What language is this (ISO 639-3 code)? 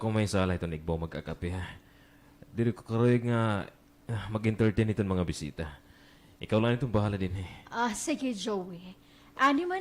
war